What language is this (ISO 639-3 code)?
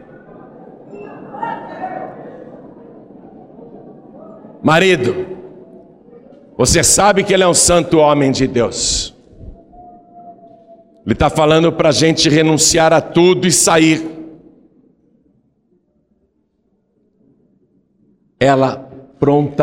por